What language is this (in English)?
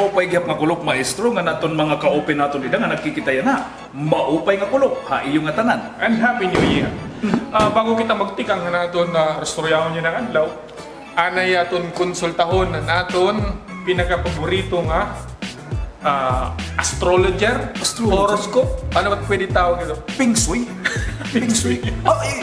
Waray